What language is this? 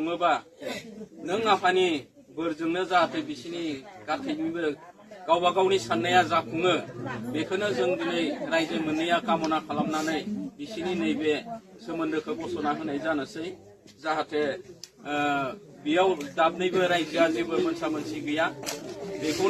Bodo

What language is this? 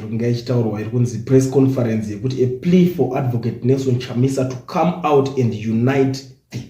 Shona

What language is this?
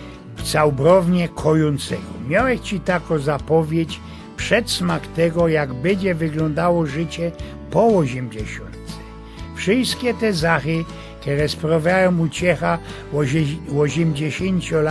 Silesian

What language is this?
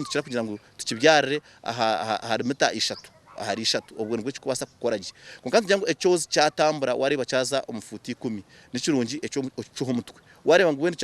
Nyankole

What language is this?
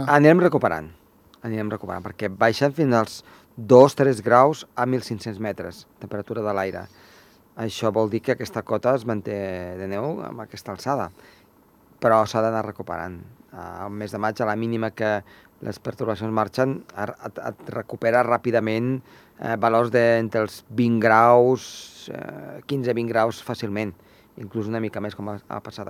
Catalan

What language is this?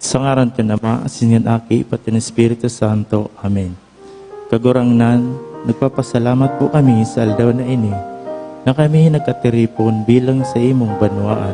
Bikol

